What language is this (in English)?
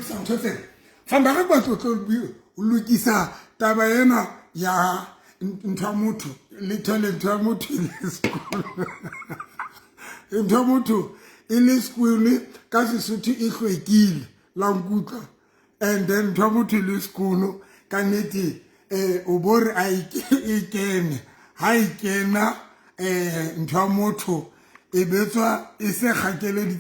Southern Sotho